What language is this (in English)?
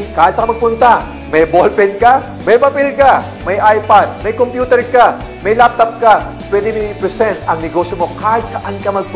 Filipino